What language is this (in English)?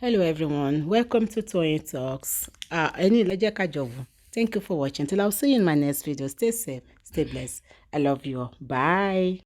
Yoruba